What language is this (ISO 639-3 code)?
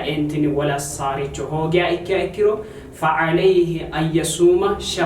sid